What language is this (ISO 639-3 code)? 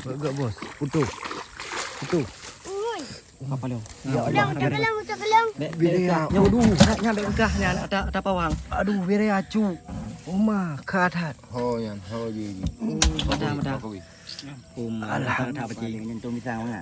ace